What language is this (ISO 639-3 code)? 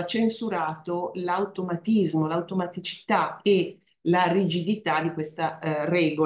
ita